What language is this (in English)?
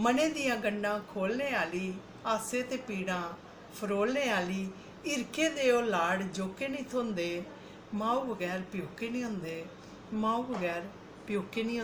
Dogri